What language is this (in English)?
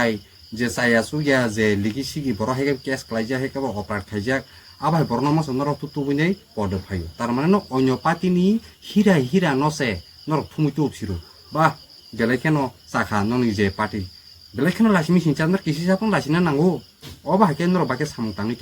Kok Borok